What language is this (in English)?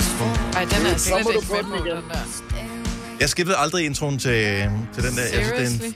Danish